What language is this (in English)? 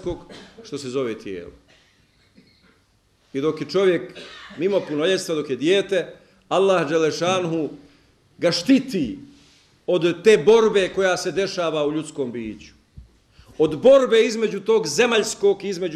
Bosnian